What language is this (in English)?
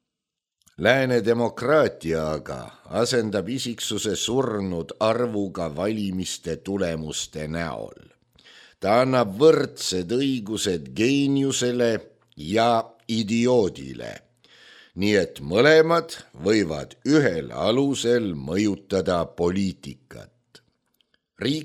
Estonian